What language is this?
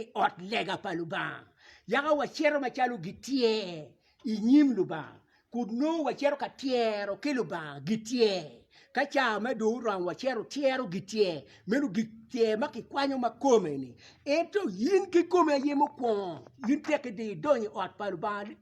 Acoli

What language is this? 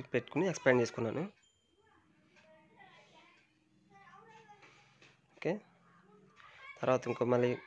Telugu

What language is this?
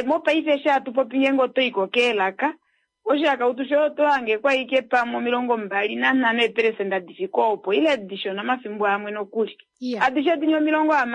Kuanyama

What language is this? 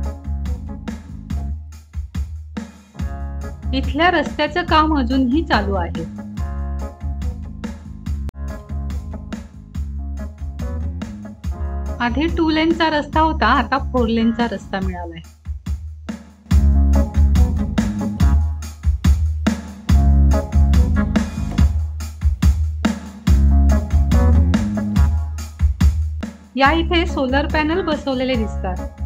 Marathi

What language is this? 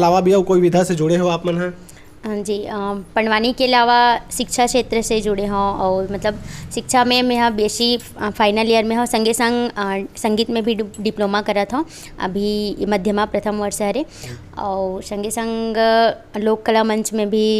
Chhattisgarhi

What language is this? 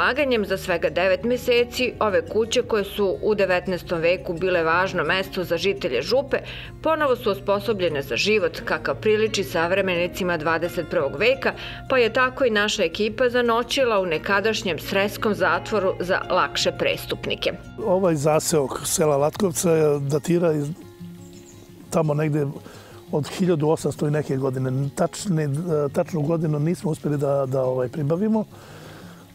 Serbian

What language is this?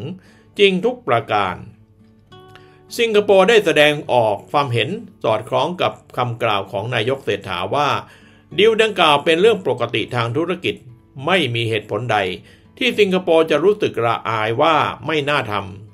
Thai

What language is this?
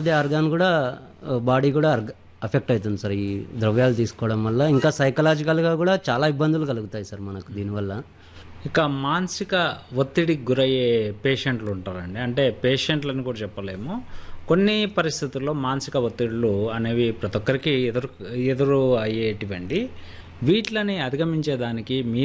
Telugu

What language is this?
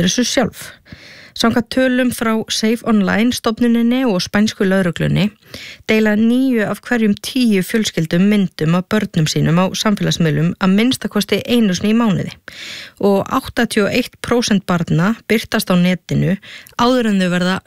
Icelandic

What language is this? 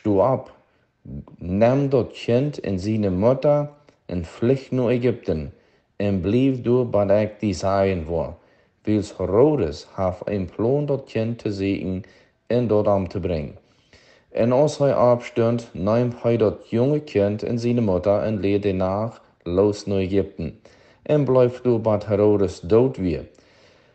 Plautdietsch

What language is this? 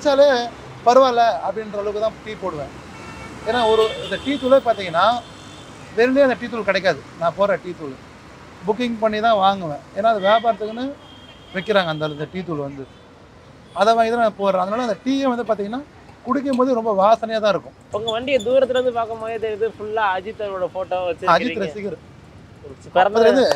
Tamil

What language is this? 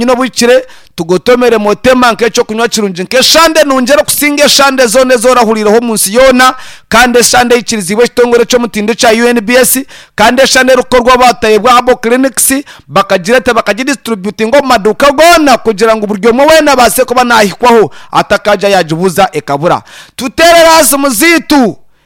Nyankole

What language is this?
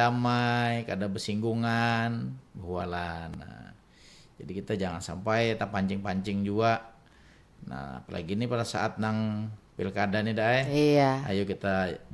Banjar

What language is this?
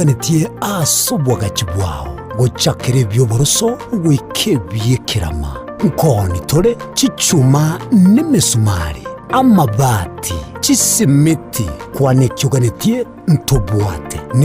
Gusii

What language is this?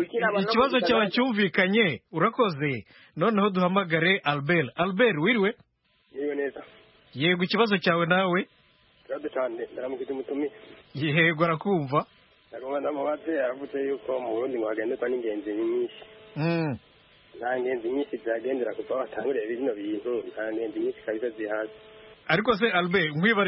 Kinyarwanda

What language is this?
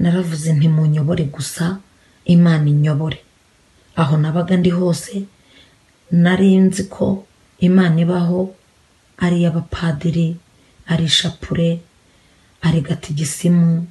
Kinyarwanda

